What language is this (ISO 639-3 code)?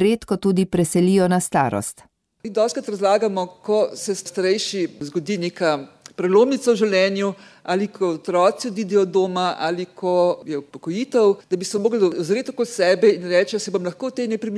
slv